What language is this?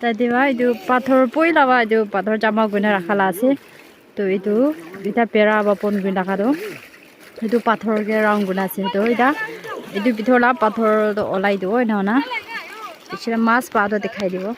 Naga Pidgin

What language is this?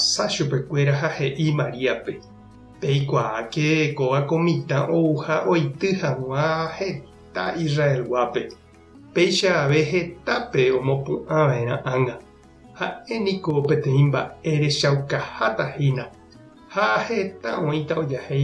Guarani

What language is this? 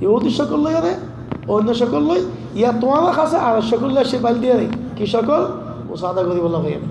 Rohingya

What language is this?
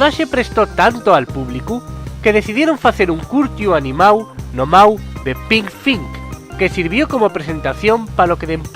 Asturian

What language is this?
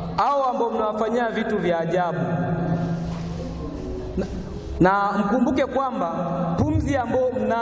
Swahili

